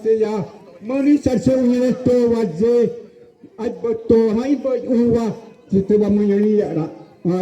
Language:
Xavánte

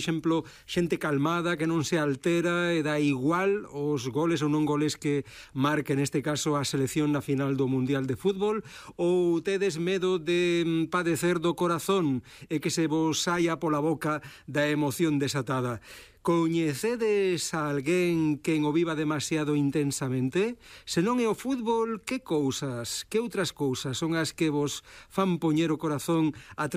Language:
Galician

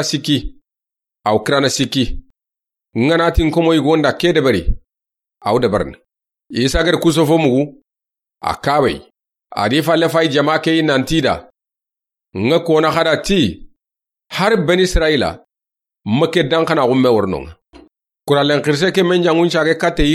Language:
Soninke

